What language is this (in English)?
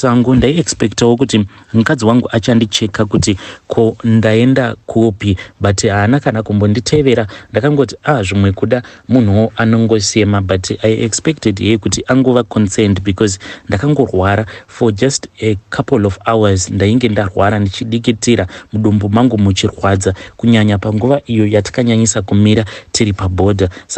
Shona